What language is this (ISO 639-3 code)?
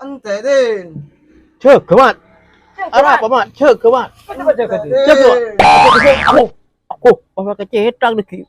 mad